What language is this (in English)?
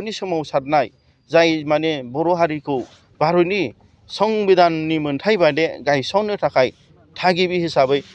Bodo